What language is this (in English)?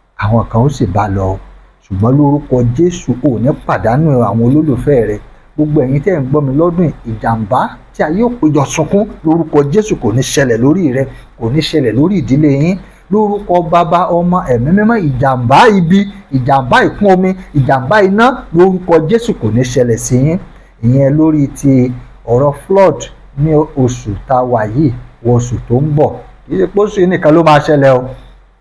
Yoruba